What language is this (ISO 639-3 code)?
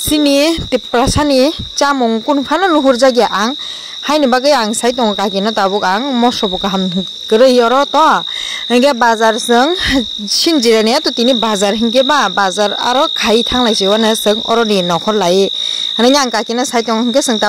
trp